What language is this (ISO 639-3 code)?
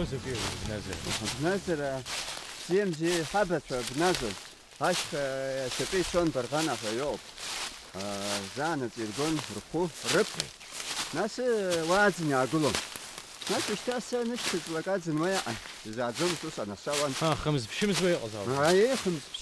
abk